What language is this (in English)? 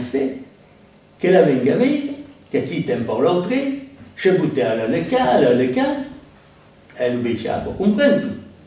Occitan